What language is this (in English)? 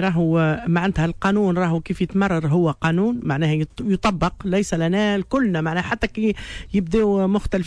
Tunisian Arabic